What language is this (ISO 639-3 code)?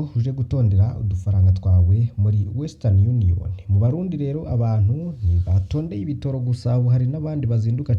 run